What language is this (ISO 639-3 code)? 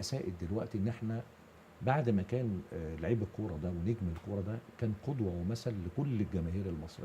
arz